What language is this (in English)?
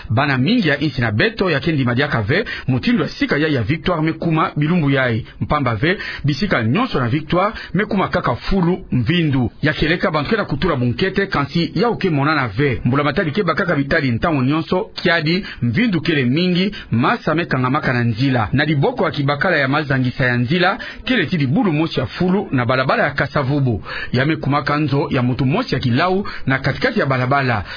Kituba (Democratic Republic of Congo)